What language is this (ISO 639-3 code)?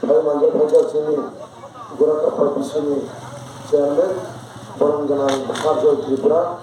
trp